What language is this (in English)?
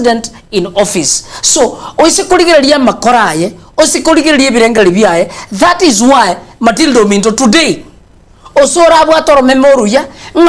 Gusii